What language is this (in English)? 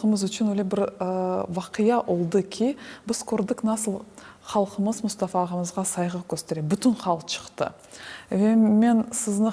Crimean Tatar